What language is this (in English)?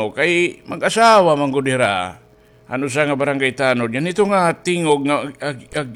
Waray